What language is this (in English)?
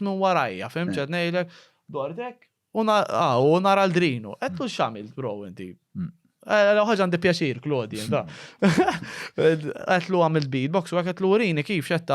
Maltese